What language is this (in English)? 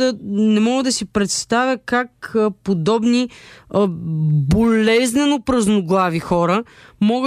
Bulgarian